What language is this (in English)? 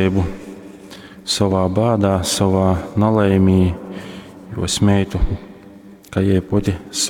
Latgalian